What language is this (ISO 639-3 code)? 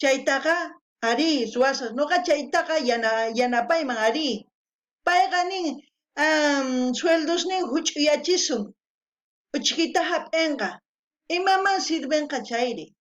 quh